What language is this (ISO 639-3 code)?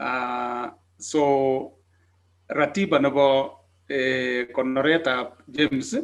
kln